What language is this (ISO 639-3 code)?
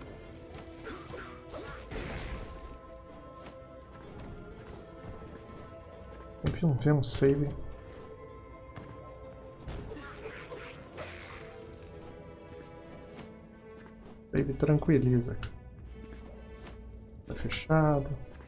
por